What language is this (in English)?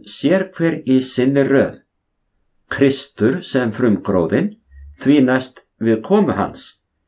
Icelandic